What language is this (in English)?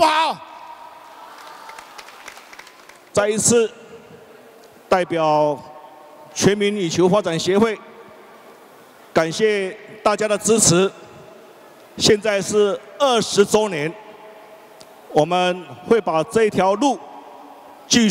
Chinese